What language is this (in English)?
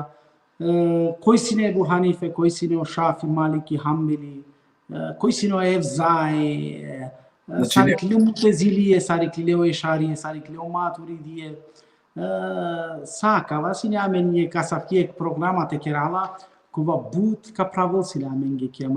Balkan Romani